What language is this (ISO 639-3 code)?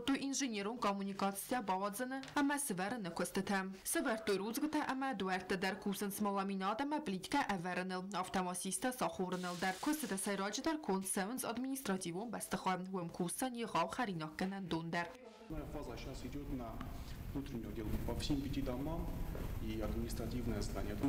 oss